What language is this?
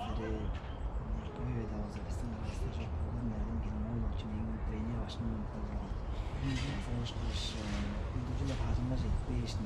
Tuvinian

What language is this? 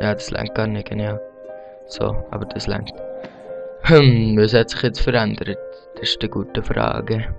Swiss German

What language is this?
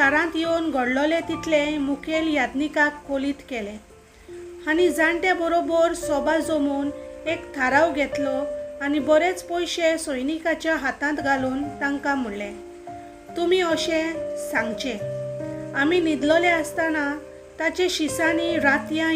Konkani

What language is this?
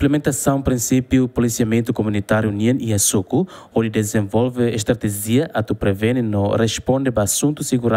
Tetum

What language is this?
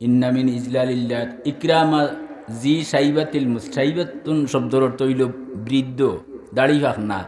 Sylheti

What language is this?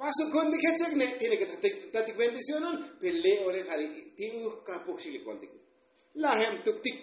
Tzotzil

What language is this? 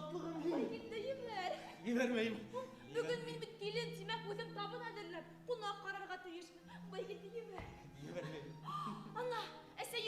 Bashkir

